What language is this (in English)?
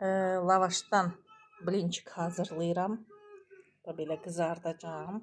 Azerbaijani